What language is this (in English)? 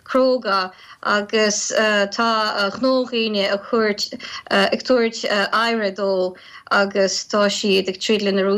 Irish